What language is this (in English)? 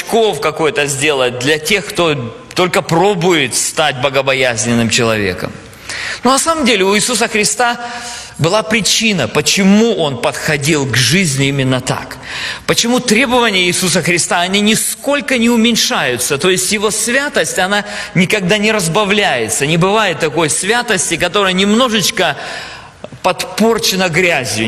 Russian